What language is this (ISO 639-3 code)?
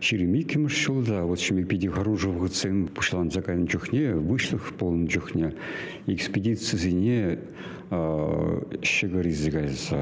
chv